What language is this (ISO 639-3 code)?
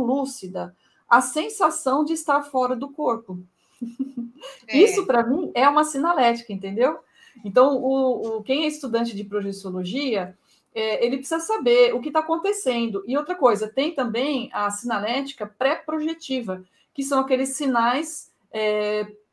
por